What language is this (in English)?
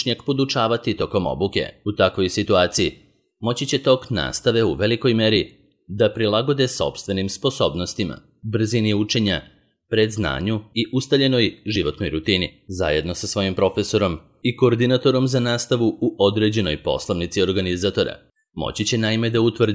Serbian